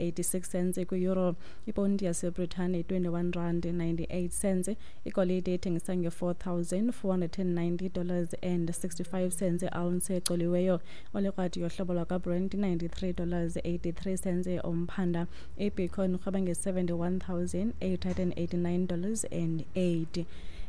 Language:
Xhosa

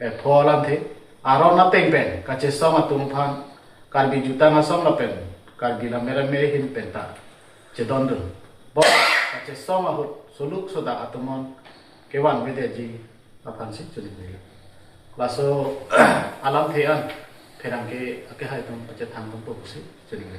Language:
Karbi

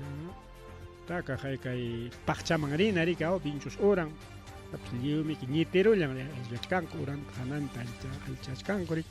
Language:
Ayacucho Quechua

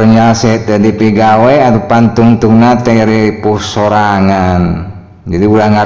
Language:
Sundanese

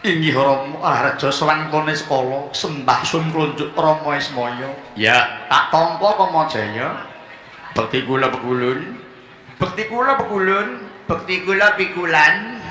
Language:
Javanese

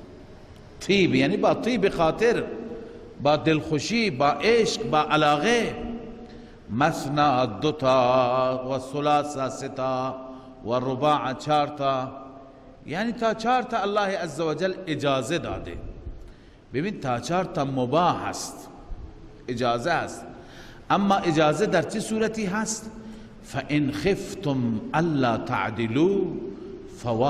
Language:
Persian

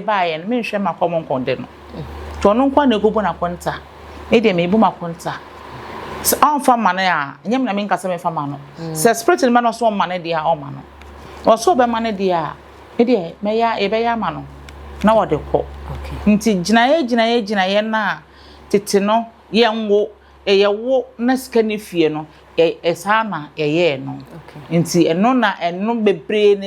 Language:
Akan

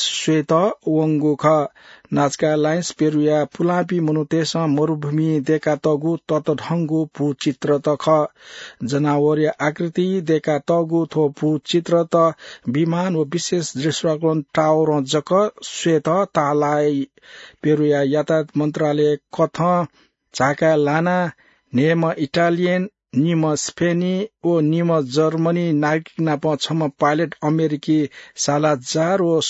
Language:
Newari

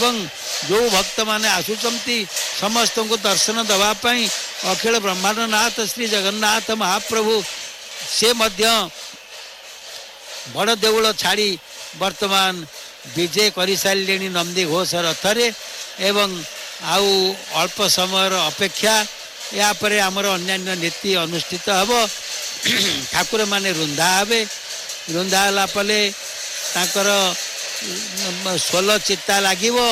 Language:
Odia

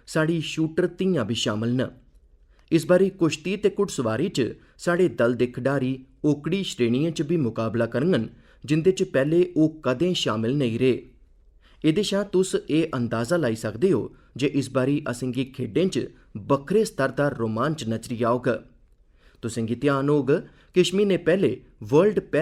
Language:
Dogri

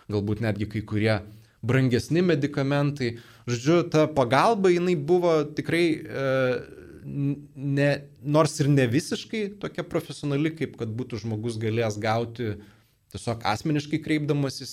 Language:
Lithuanian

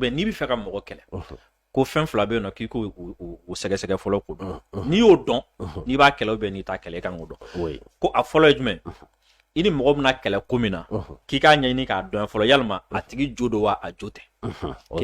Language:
Bambara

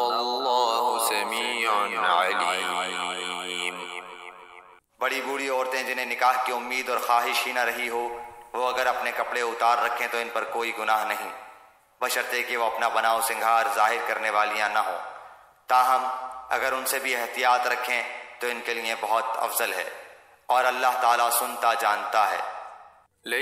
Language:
Urdu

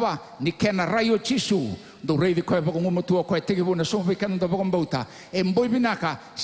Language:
Fijian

